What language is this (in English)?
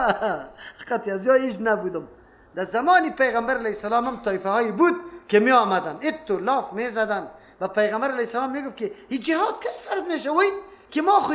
Persian